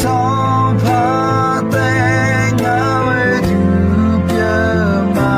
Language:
Akha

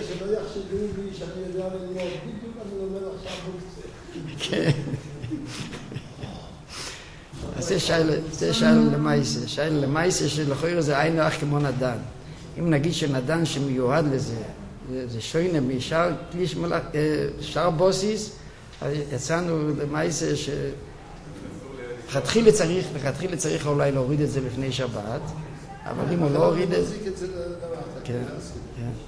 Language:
Hebrew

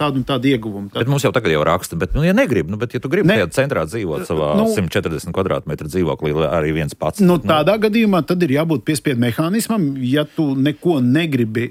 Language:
Latvian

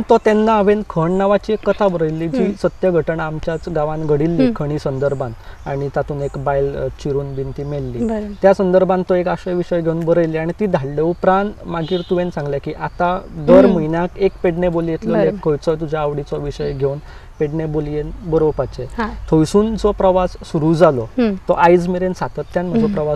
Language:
Konkani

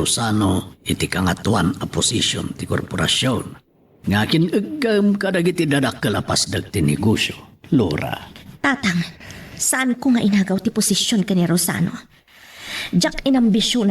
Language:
Iloko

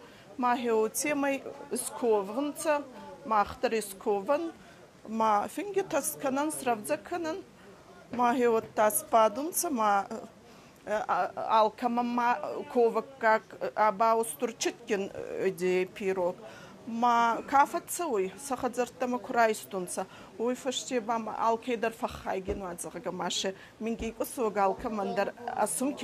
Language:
Ossetic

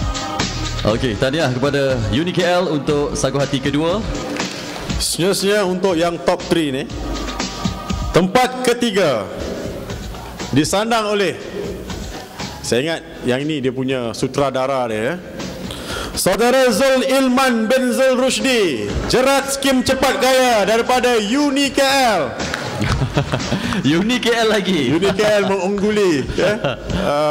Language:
Malay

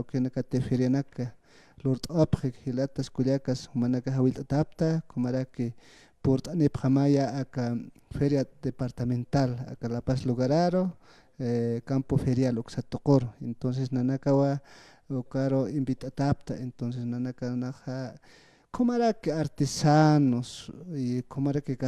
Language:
Aymara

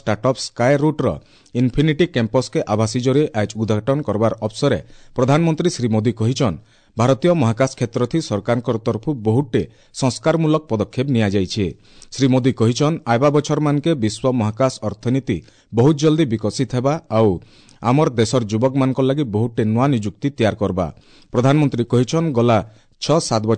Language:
Odia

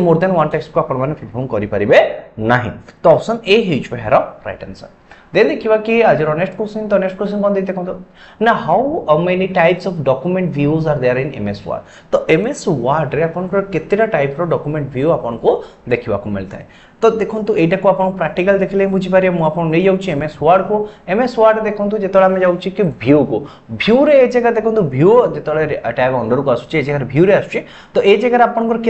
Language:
Odia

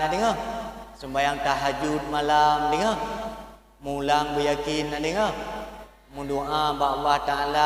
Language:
Achinese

